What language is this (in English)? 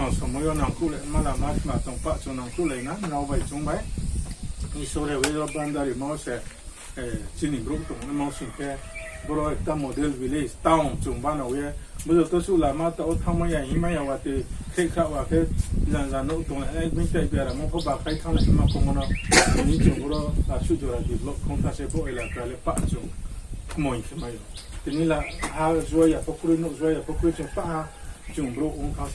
Riang (India)